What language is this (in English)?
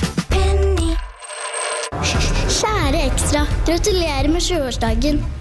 Norwegian